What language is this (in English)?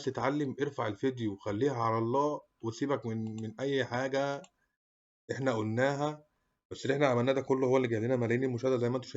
Egyptian Arabic